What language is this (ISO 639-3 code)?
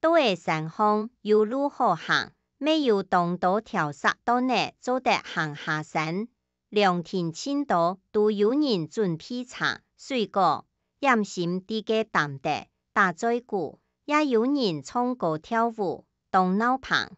hak